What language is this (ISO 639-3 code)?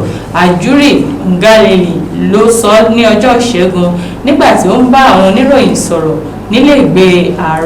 yor